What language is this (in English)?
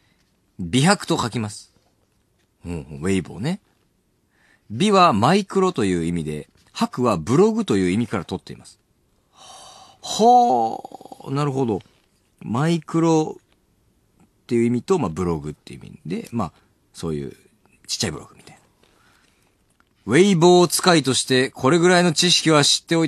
Japanese